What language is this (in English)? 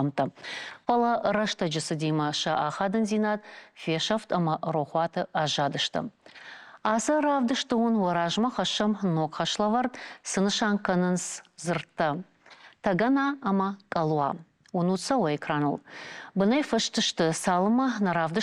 Ossetic